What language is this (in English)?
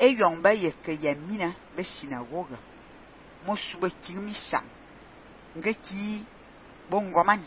Fang